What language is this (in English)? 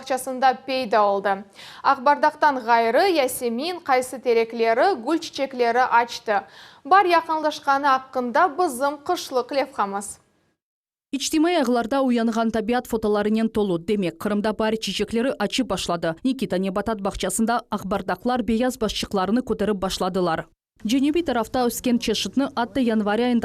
Crimean Tatar